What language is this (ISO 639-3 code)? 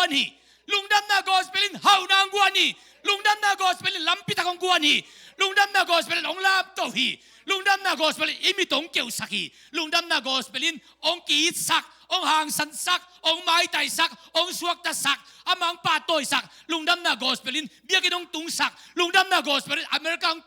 ctd